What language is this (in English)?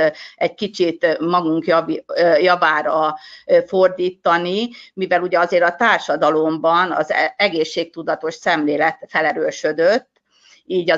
Hungarian